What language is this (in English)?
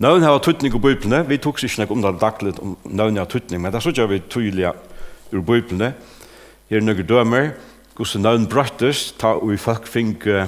Faroese